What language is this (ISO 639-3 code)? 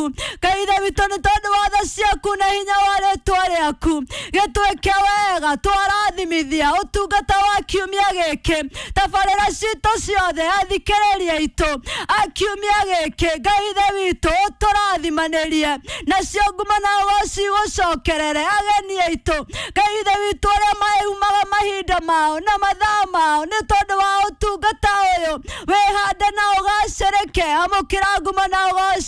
kik